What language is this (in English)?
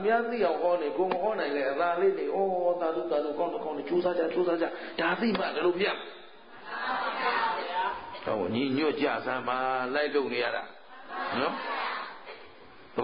Burmese